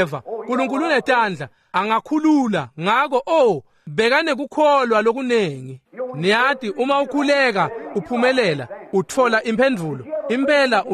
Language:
Swati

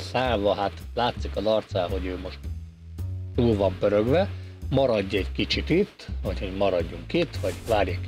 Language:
Hungarian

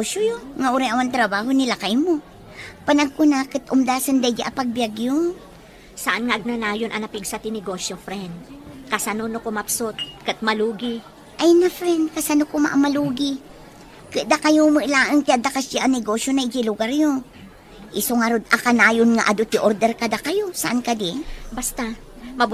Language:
Iloko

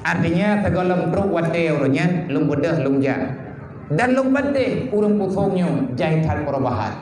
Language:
Achinese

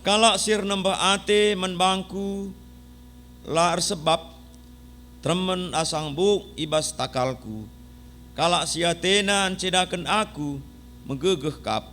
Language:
Batak Karo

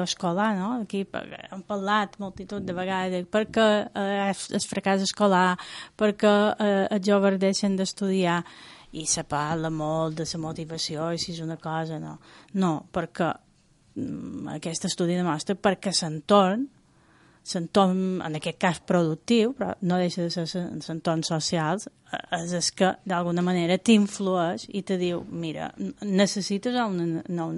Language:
Catalan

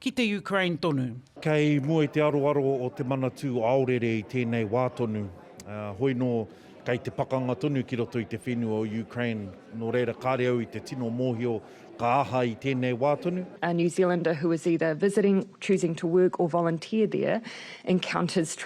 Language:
Māori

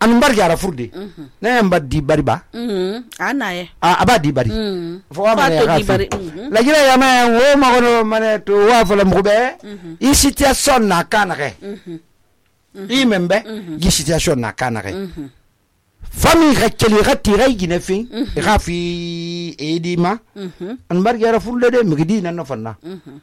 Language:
Susu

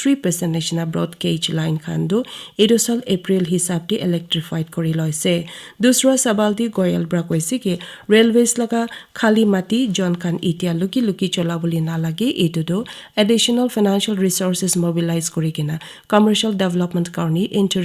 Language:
Naga Pidgin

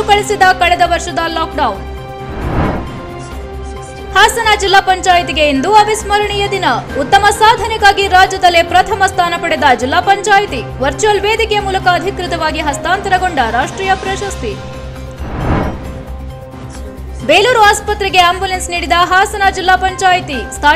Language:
Kannada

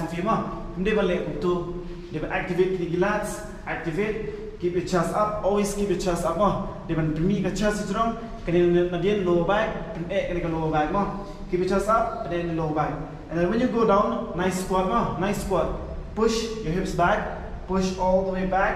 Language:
Khasi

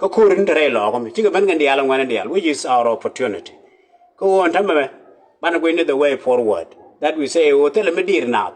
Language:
Nuer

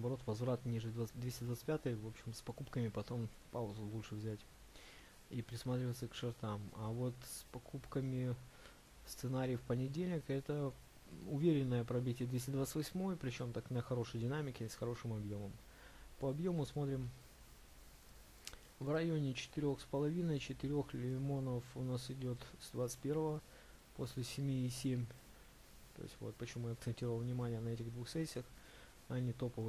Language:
Russian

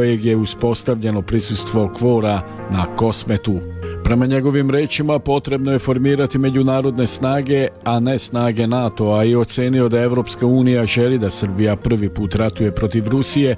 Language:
Serbian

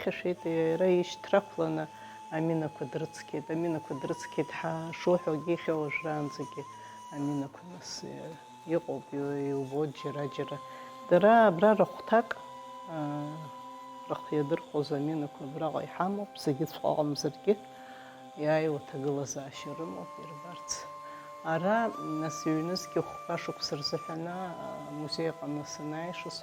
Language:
Abkhazian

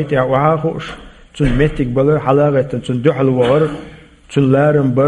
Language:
Chechen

